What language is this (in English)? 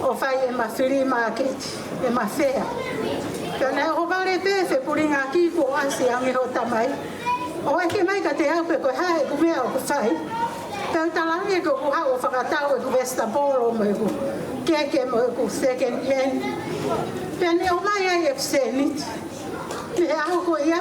Tongan